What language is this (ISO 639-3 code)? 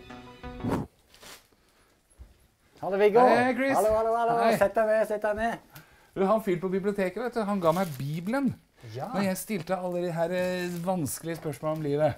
nor